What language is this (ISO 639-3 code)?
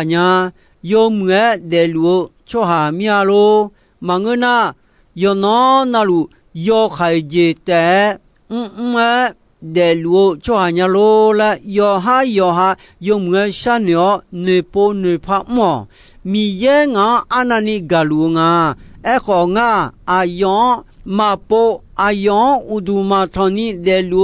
ahk